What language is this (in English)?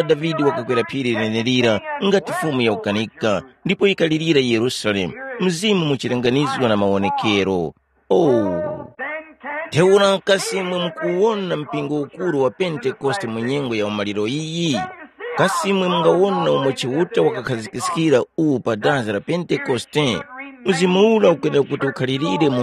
Tumbuka